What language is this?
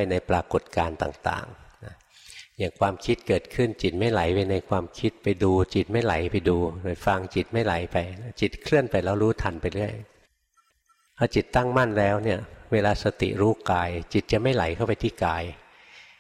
Thai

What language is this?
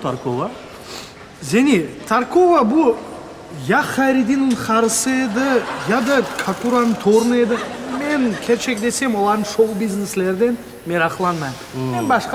Crimean Tatar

